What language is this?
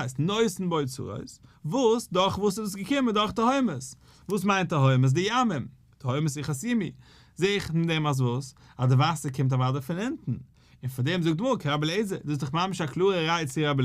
Yiddish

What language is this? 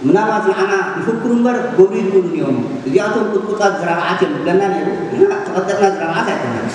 Tigrinya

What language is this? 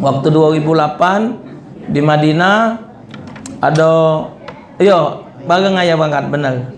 Musi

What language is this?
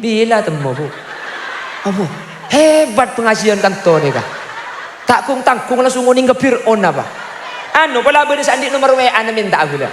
Madurese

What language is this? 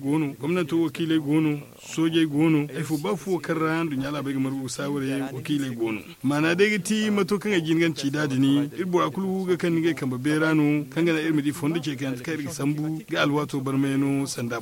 Zarma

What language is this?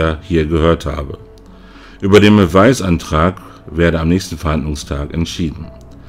German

